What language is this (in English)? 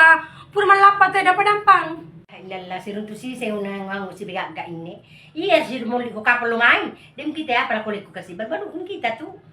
Buginese